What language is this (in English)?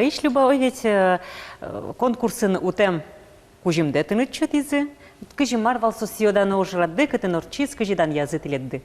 Udmurt